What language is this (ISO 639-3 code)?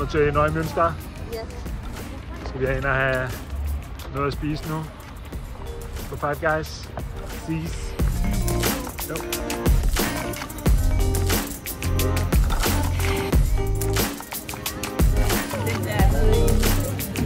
dan